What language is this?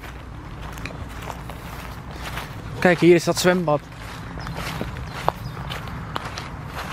Dutch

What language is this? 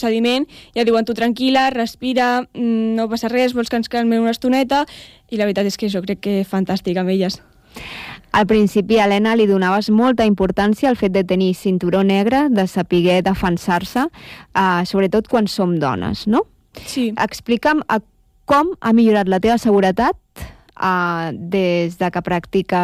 Catalan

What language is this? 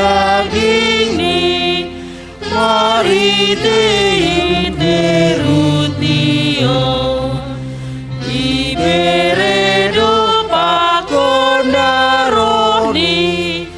Batak Simalungun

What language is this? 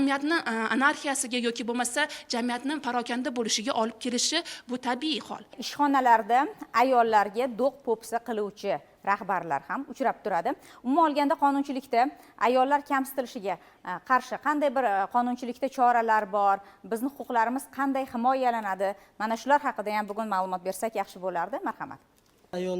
Uzbek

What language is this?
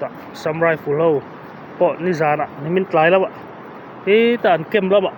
Mizo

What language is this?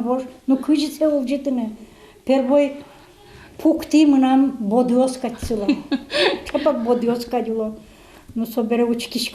Udmurt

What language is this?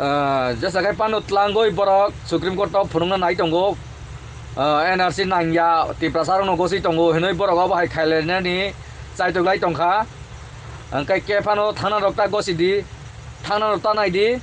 Kok Borok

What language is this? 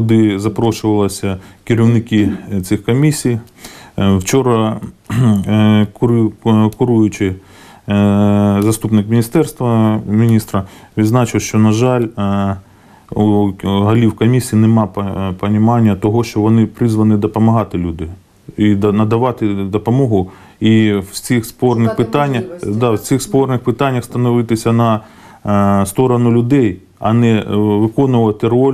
Ukrainian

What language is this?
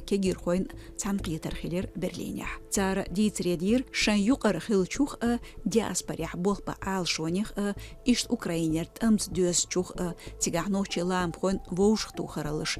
Chechen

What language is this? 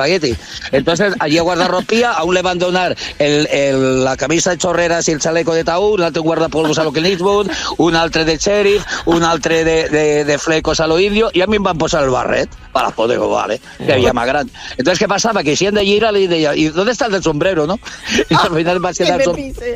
Catalan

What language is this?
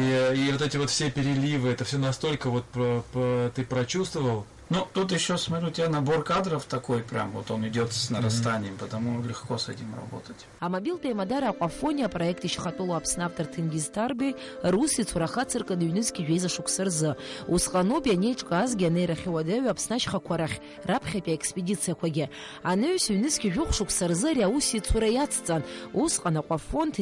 Abkhazian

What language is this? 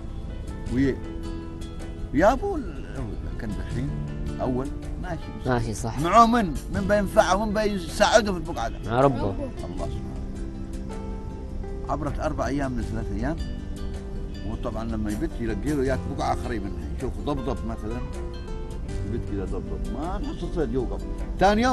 Arabic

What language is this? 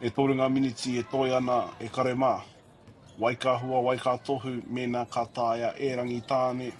Māori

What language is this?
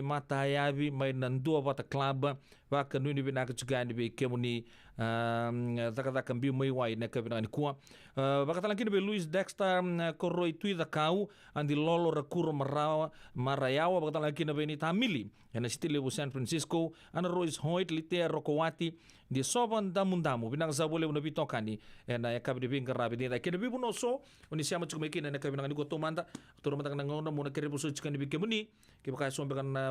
Fijian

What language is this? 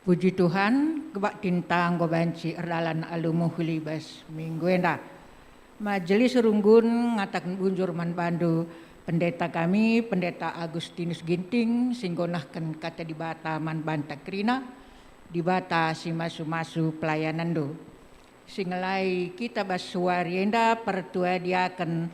Batak Karo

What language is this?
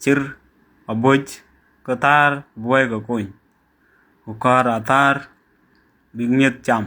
Dinka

